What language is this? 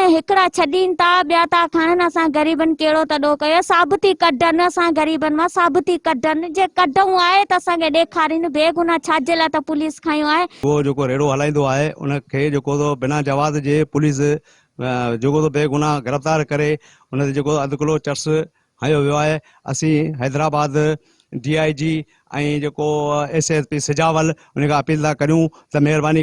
Sindhi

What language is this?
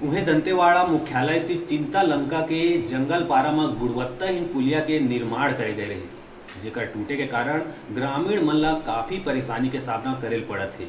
Chhattisgarhi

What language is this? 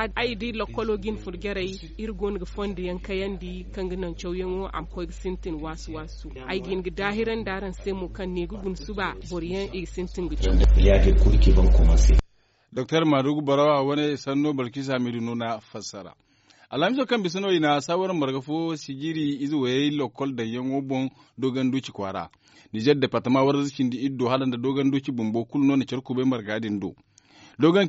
Zarma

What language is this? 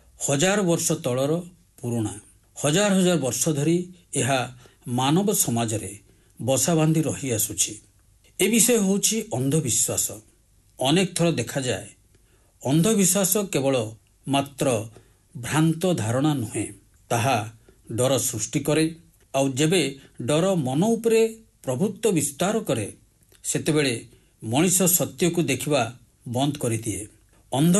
Odia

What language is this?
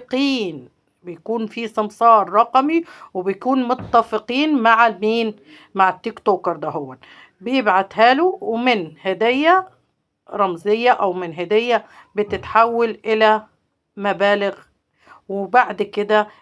Egyptian Arabic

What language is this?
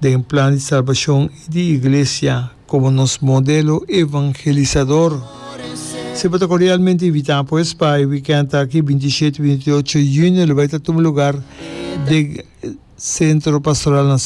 Papiamento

